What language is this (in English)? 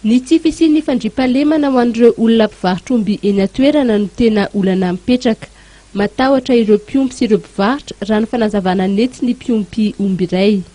Malagasy